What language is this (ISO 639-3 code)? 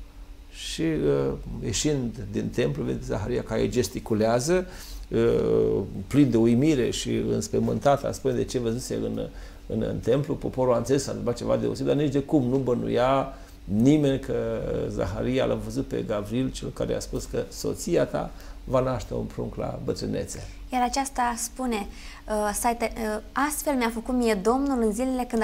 ron